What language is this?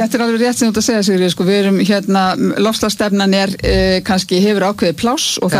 Icelandic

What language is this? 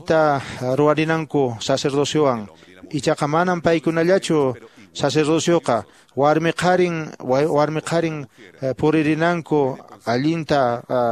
Quechua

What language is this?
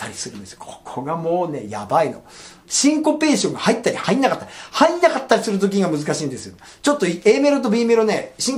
Japanese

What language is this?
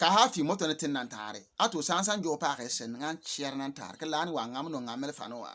Bimoba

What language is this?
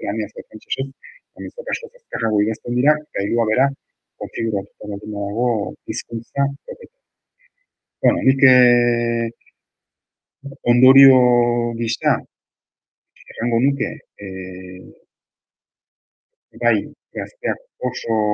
Basque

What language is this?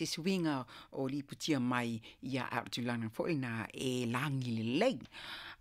Samoan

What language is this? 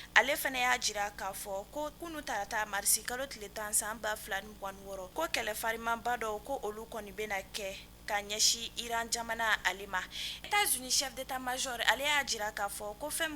Bambara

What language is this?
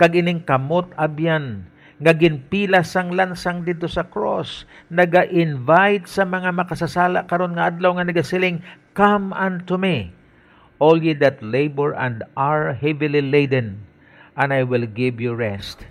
Hiligaynon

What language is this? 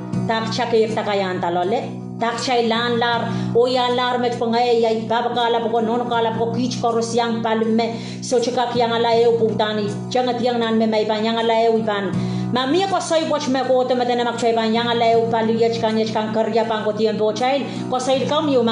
Pohnpeian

